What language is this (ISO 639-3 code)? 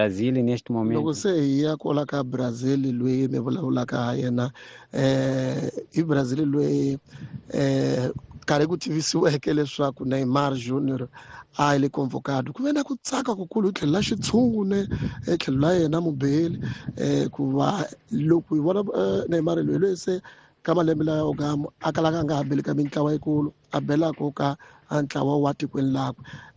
tso